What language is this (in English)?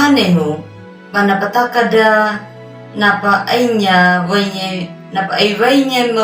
Anakalangu